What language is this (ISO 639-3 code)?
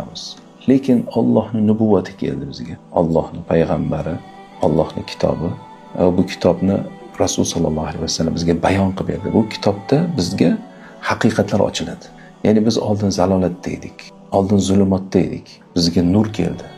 uzb